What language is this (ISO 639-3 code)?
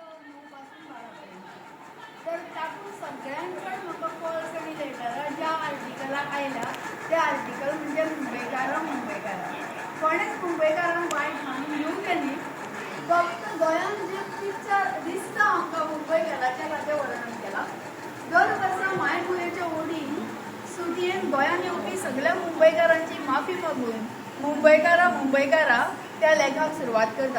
kok